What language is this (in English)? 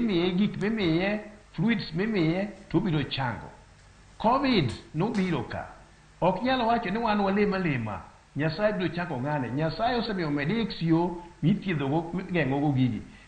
Luo (Kenya and Tanzania)